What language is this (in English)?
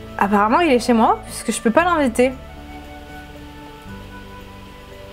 French